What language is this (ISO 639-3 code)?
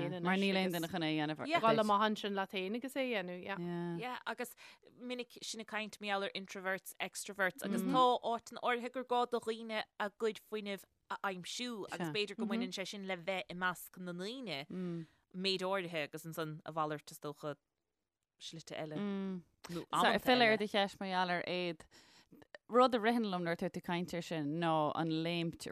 gle